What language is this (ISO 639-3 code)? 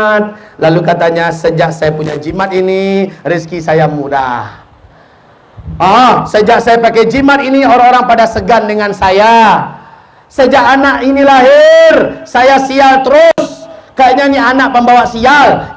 ind